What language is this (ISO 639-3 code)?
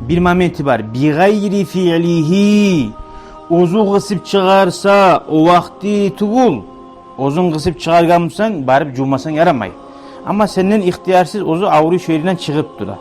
kum